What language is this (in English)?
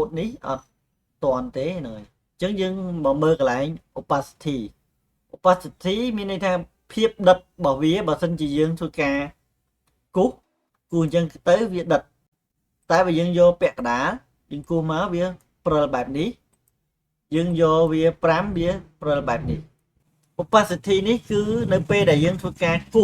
Khmer